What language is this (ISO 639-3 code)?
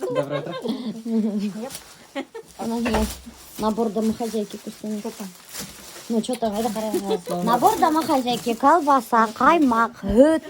bak